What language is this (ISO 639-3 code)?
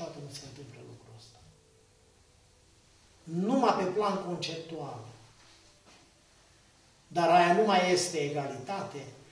ron